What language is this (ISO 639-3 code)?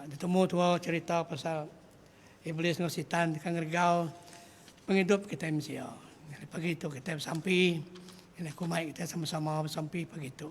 iba